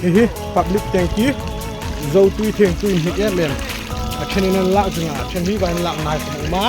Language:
Hmar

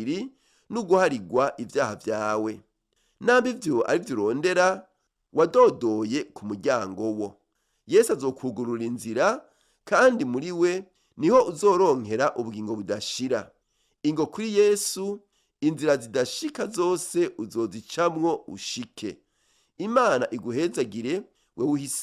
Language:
Rundi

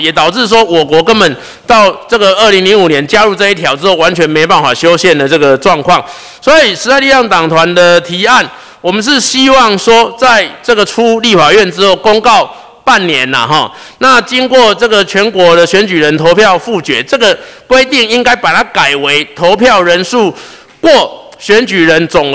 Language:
Chinese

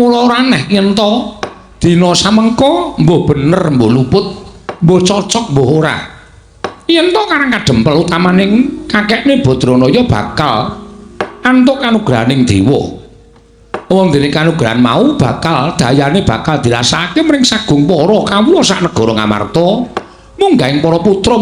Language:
Javanese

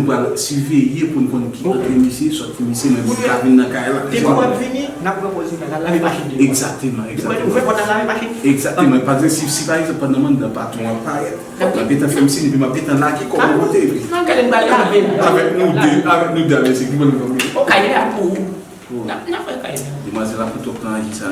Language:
Haitian Creole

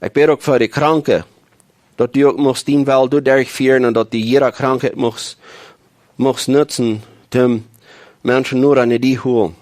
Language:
Plautdietsch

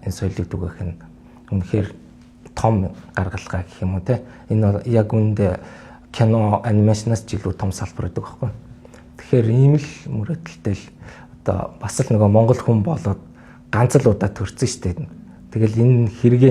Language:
Mongolian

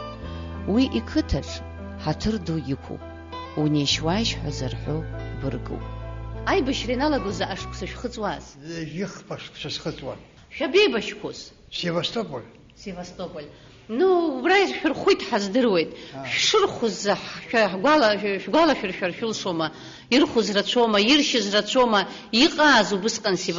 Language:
Abkhazian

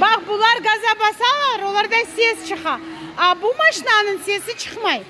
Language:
Crimean Tatar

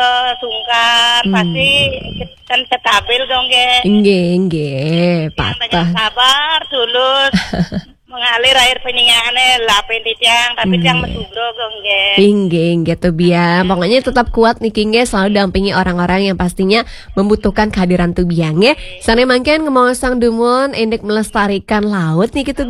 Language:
Balinese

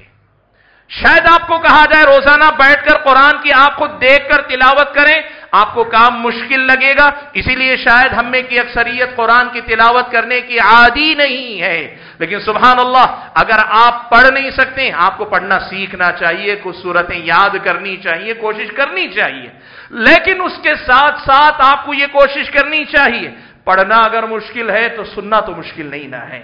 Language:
Urdu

